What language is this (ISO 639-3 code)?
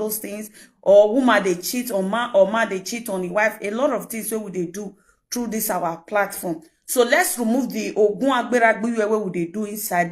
pcm